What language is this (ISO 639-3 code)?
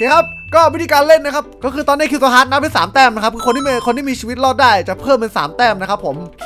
tha